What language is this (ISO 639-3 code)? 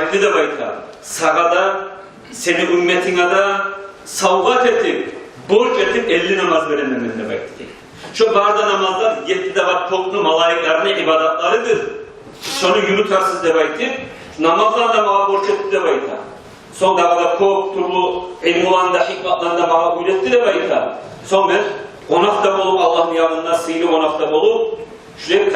kum